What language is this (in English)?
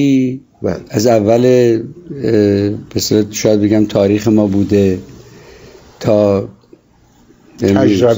Persian